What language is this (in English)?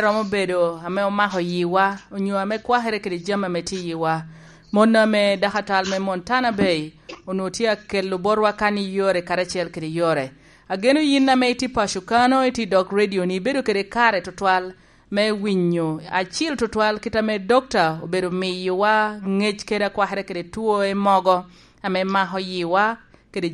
Lango (Uganda)